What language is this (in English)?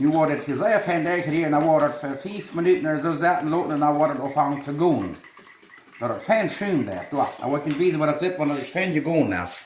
Plautdietsch